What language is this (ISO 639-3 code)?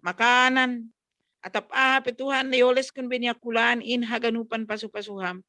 bts